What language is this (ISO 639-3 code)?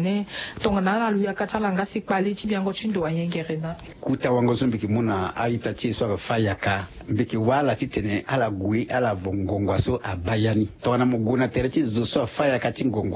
sag